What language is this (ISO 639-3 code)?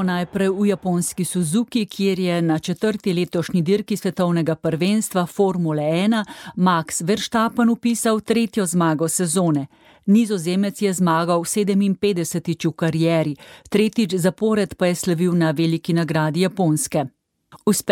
slv